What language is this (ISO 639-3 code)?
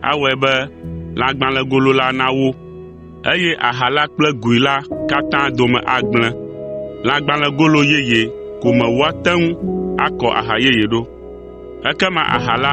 ewe